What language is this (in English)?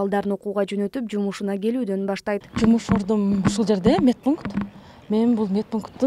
Kyrgyz